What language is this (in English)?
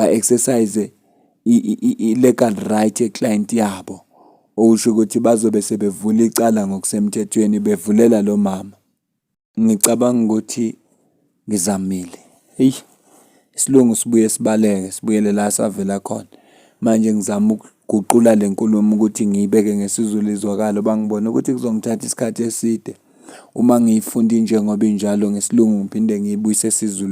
Zulu